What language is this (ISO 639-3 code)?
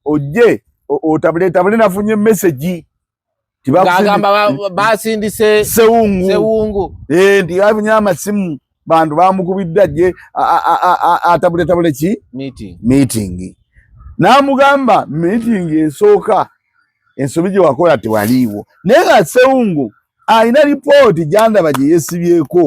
lug